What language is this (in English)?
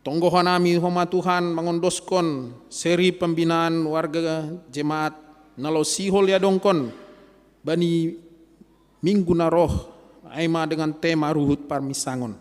Batak Simalungun